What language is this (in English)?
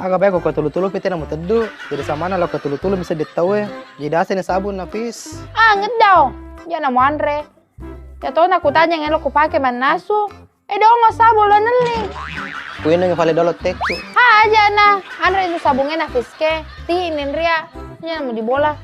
Buginese